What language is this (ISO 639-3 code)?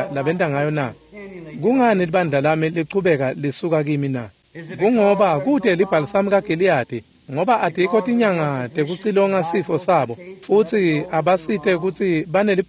ssw